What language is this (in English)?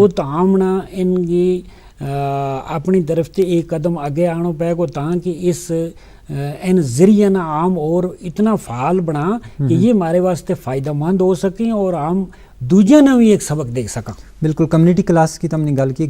Gujari